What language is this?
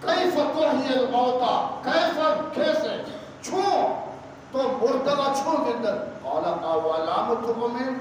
Eastern Balochi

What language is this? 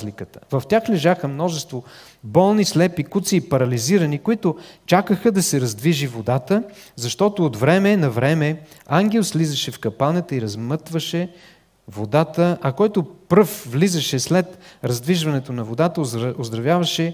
Bulgarian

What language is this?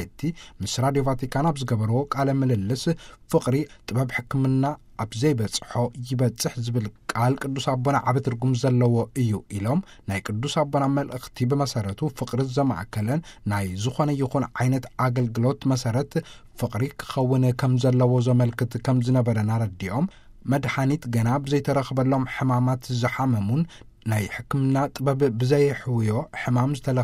Tigrinya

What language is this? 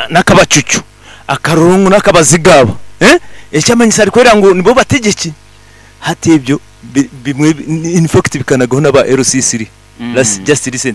Nyankole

